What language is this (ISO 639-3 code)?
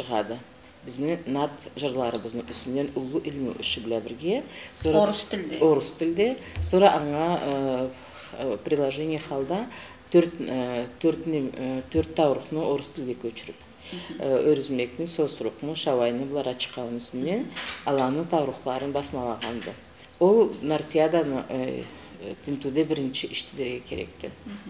krc